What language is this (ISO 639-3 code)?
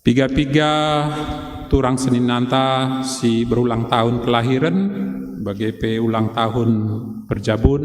btx